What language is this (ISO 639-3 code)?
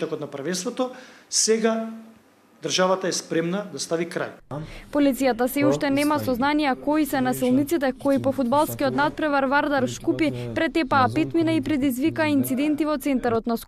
mkd